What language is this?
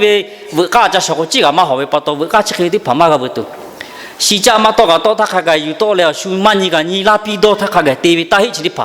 Lahu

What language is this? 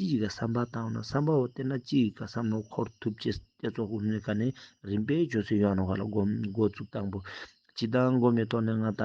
Ladakhi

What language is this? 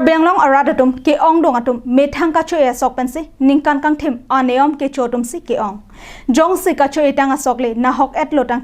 Karbi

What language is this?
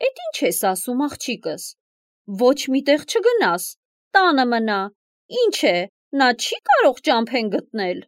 Armenian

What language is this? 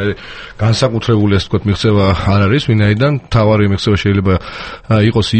Georgian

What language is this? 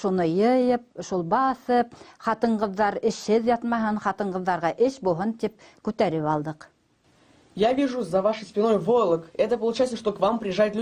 Bashkir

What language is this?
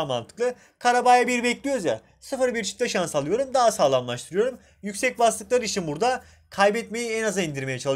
Turkish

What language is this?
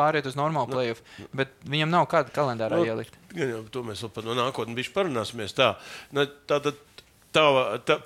Latvian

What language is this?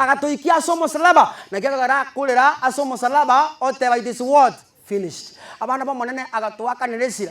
Gusii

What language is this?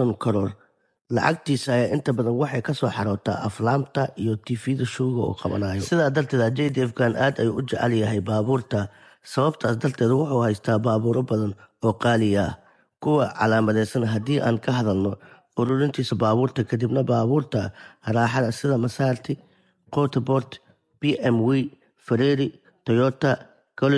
Somali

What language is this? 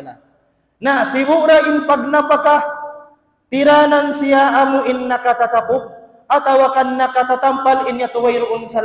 Tausug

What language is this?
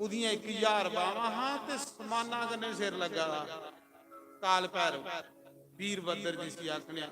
Dogri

